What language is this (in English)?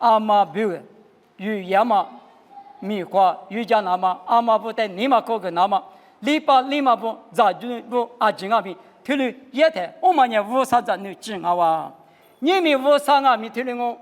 Lisu